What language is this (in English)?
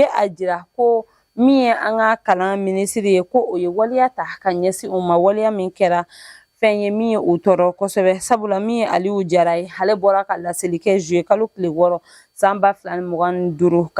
Bambara